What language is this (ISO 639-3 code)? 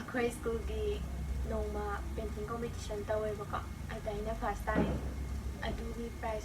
mni